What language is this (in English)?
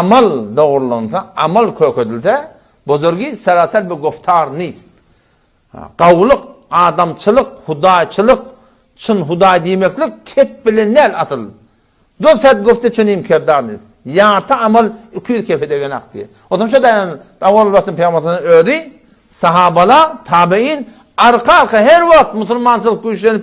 Turkmen